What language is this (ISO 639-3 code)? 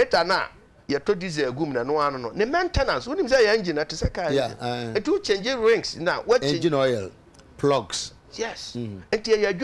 aka